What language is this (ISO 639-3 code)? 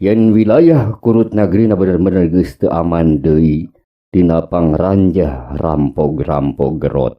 sun